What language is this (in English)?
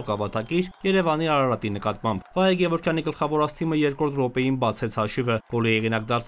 Armenian